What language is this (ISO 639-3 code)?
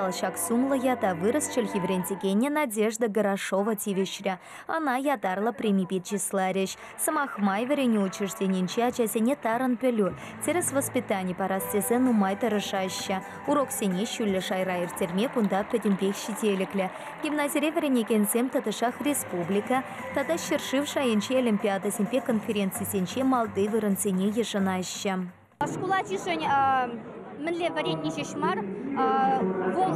chv